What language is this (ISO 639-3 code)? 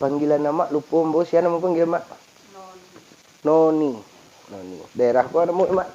min